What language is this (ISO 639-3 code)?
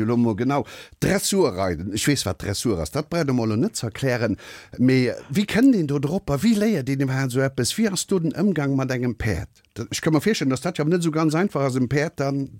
ltz